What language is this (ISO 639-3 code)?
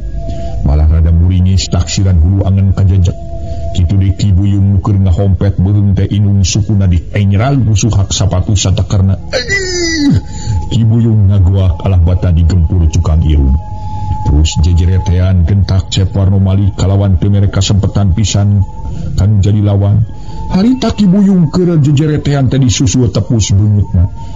sun